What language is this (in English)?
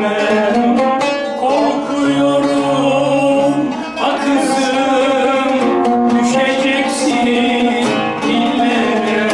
Turkish